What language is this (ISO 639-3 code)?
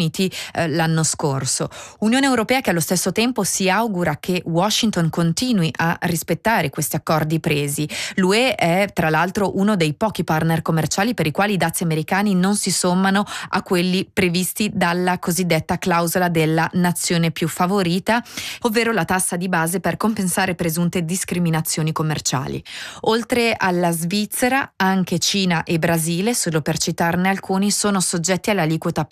ita